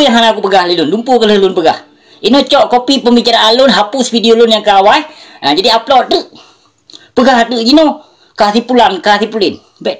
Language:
Achinese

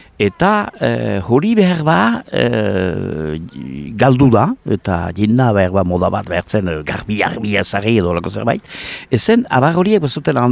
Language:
Basque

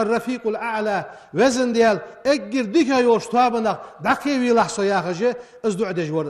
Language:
Ingush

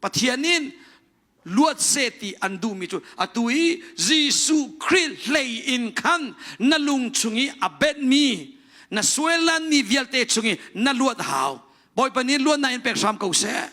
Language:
Hakha Chin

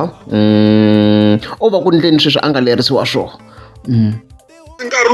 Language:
Tsonga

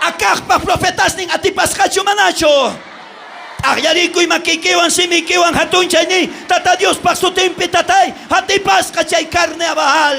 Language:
South Bolivian Quechua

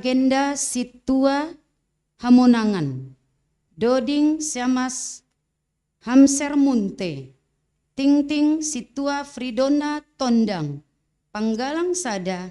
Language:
Batak Simalungun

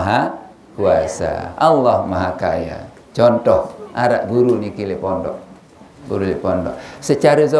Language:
Sasak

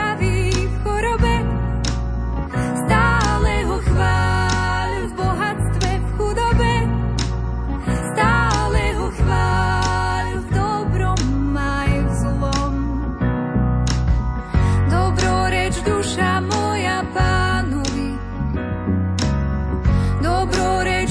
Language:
Slovak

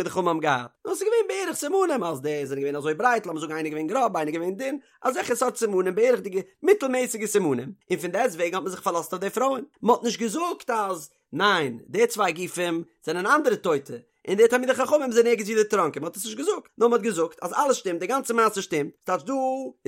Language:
Yiddish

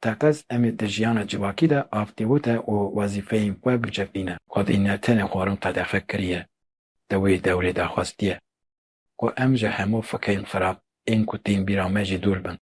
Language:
Kurdish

